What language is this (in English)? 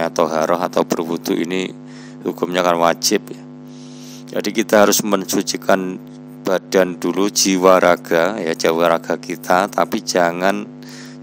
Indonesian